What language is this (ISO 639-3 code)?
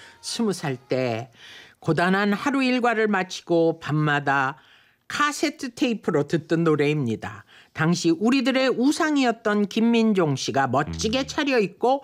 kor